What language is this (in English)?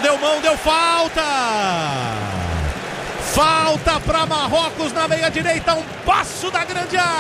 Portuguese